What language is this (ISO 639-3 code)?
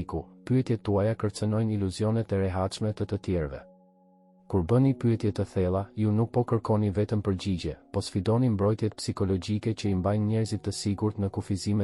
sqi